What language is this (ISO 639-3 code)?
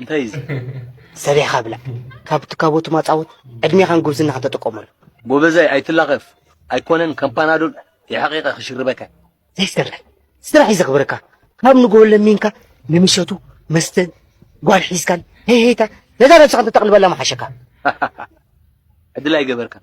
tir